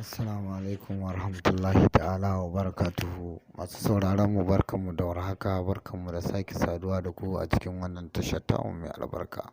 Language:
Hausa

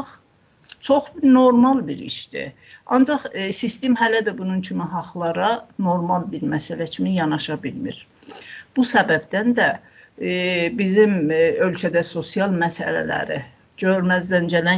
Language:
South Azerbaijani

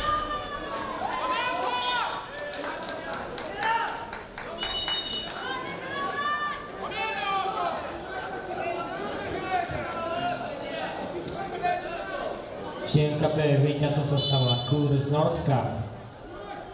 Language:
Slovak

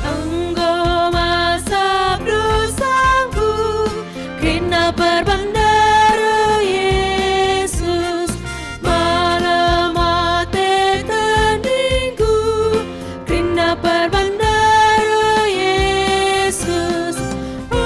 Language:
Batak Karo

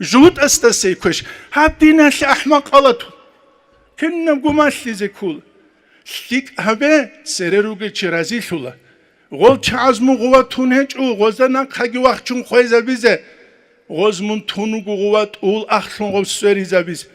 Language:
Avaric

